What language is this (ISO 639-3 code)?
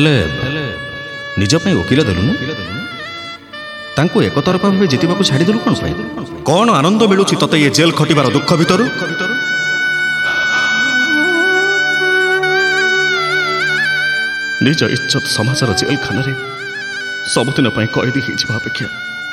ori